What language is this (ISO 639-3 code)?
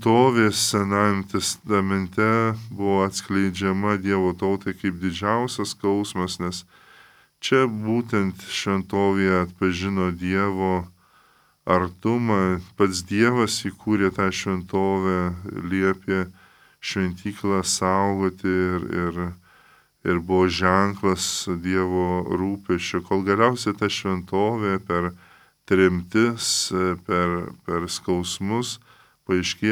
lit